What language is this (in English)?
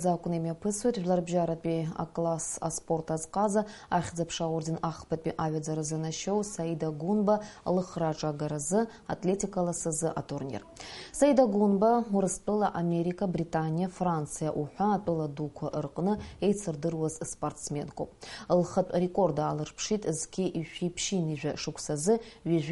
Abkhazian